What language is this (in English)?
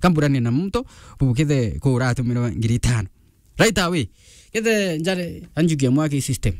Meru